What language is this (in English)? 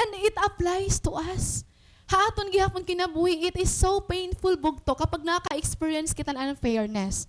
Waray